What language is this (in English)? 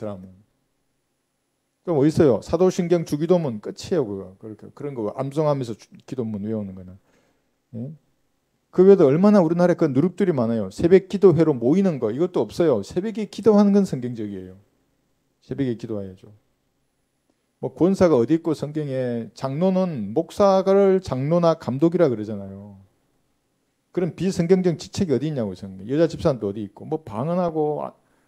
Korean